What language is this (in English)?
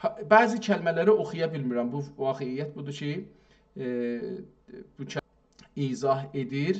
South Azerbaijani